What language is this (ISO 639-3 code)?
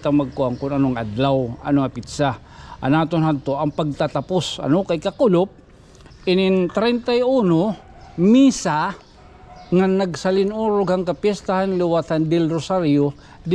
war